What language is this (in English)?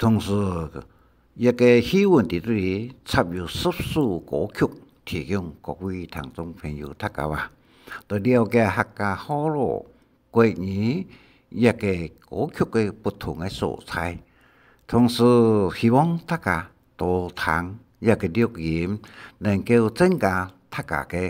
Hakka Chinese